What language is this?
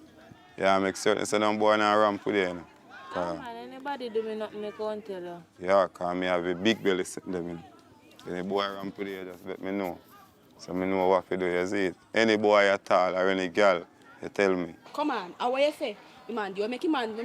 Jamaican Creole English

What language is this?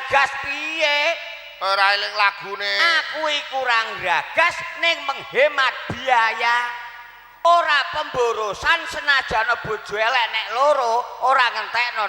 Javanese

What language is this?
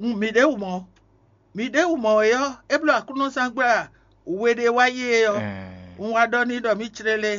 Fon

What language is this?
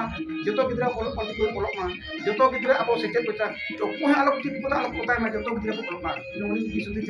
Santali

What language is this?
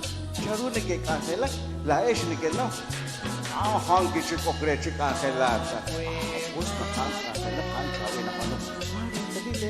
Kekchí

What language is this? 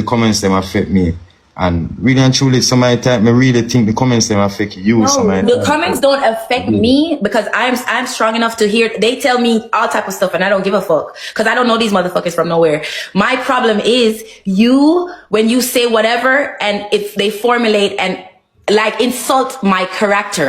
Jamaican Creole English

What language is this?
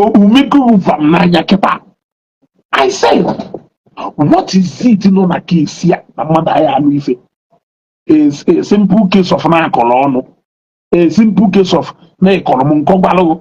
Igbo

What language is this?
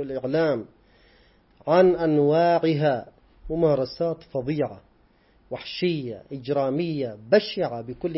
Arabic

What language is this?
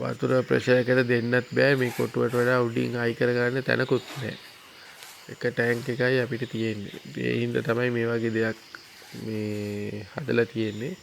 Sinhala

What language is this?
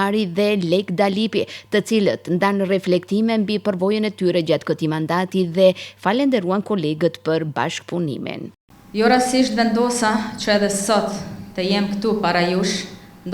Albanian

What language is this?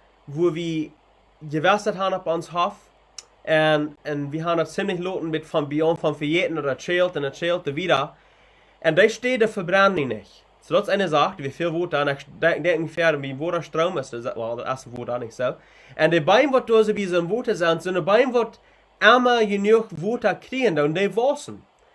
Plautdietsch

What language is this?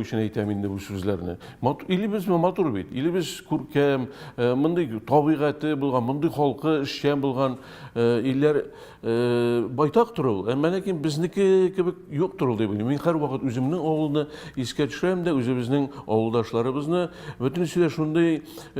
Tatar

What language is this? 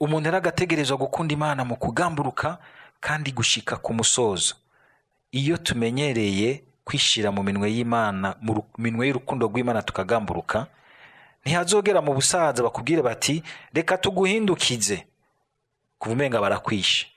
Rundi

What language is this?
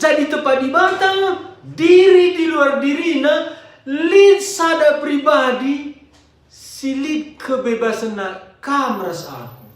Batak Karo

